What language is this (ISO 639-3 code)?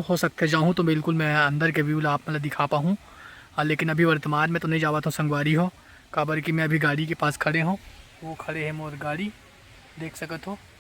hne